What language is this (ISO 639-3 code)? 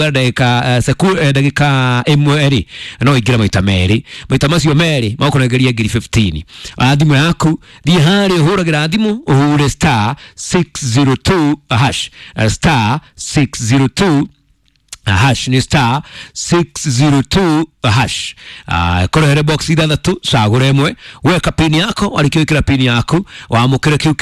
kik